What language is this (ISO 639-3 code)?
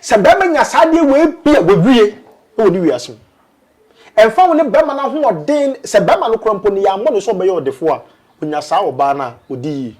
aka